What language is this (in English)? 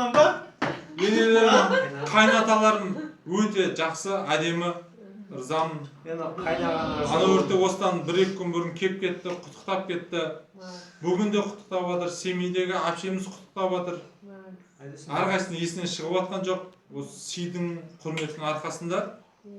Kazakh